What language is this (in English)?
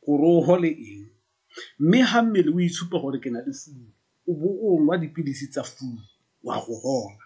Tswana